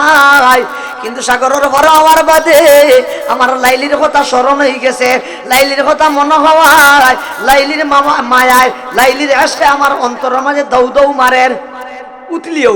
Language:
Sylheti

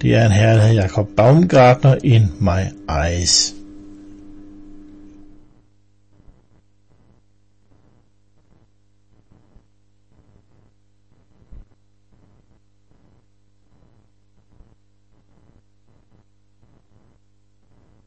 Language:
Danish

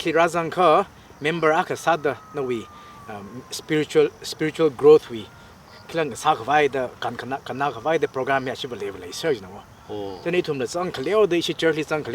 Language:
Tangkhul Naga (India)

